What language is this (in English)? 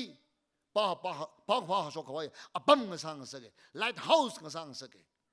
Tangkhul Naga (India)